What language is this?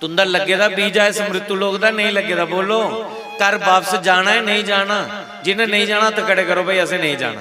Dogri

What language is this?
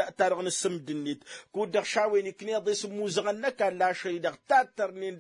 Tamasheq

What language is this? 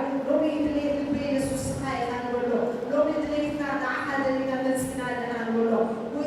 Tigrinya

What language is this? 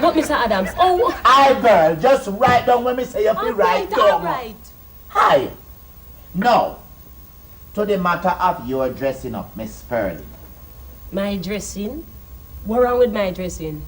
Jamaican Creole English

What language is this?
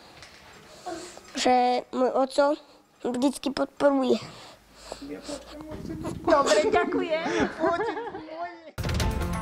Slovak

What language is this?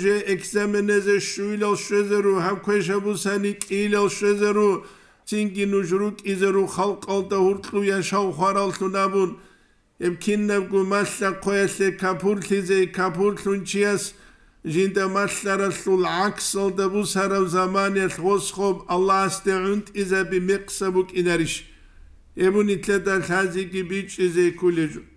Avaric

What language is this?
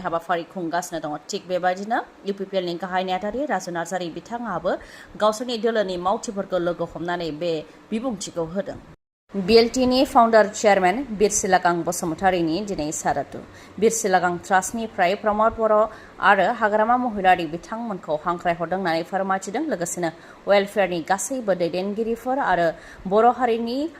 Bodo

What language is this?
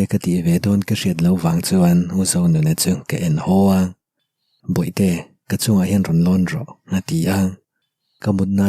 Mizo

